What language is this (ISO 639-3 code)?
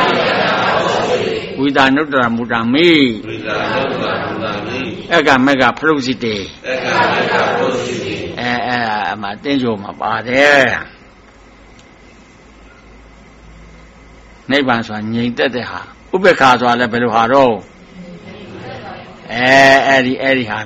mya